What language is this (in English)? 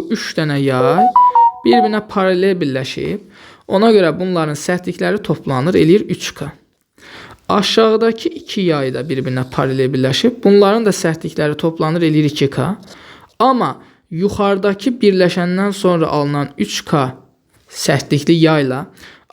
Azerbaijani